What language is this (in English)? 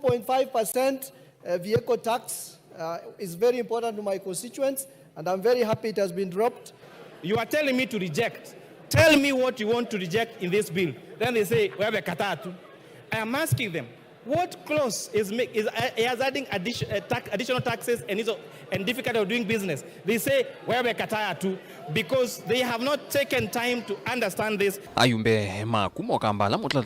Kamba